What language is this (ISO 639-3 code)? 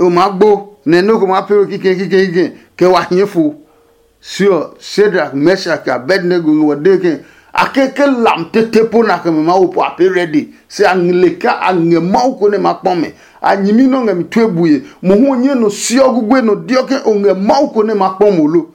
ada